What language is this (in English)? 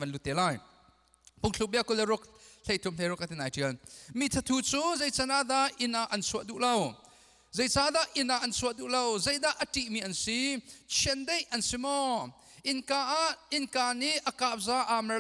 Hakha Chin